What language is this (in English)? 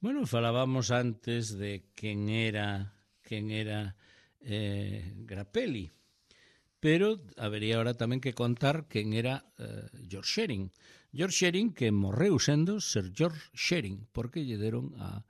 Galician